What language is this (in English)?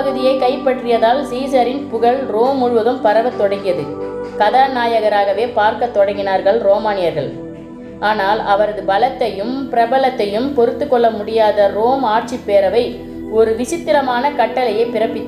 Tamil